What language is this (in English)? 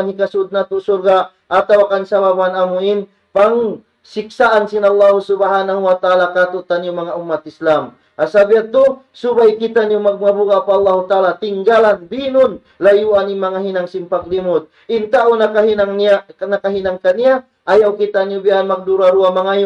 Tausug